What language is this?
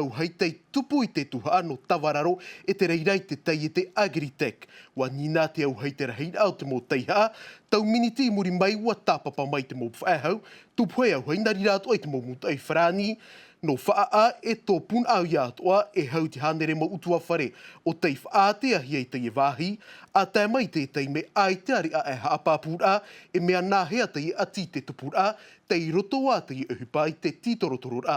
Tahitian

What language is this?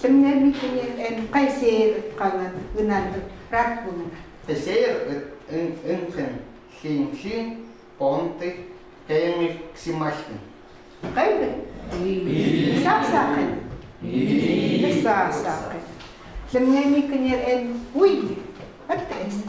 Chukot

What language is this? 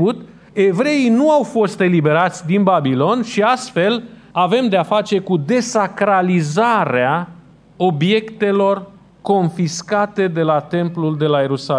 Romanian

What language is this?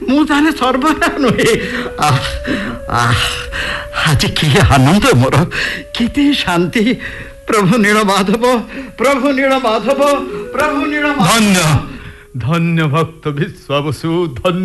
Odia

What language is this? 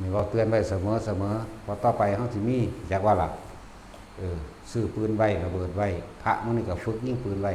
Northeastern Thai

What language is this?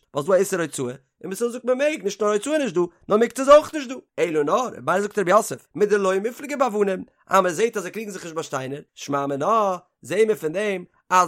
Yiddish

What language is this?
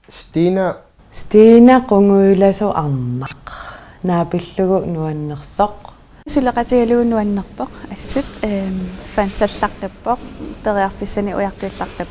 Kalaallisut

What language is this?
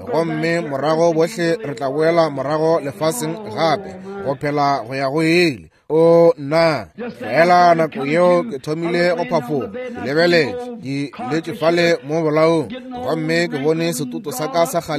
Northern Sotho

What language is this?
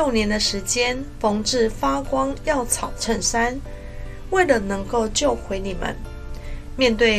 Chinese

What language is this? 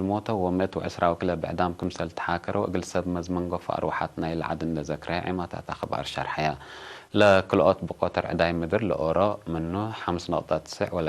Tigre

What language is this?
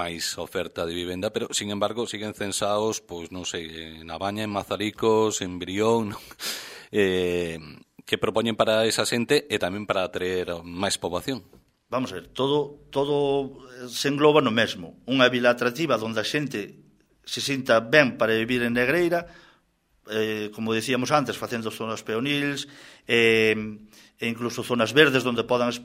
Galician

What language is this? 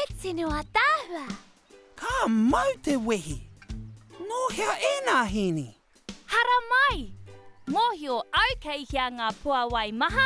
Māori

